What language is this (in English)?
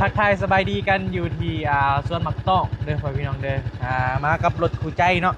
Northeastern Thai